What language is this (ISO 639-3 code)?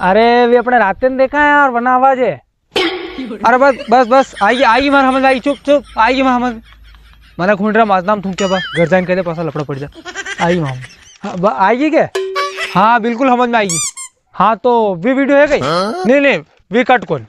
raj